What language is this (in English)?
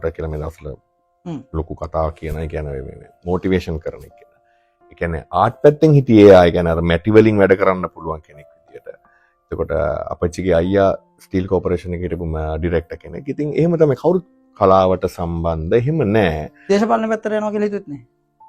Sinhala